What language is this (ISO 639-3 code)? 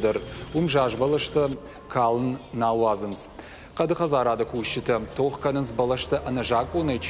oss